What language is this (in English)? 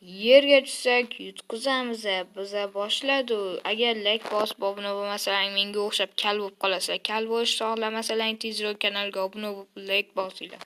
Uzbek